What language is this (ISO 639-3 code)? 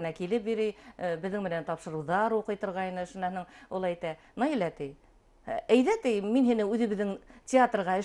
bak